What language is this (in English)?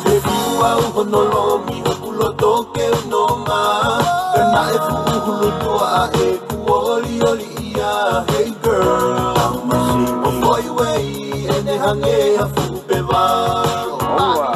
Tongan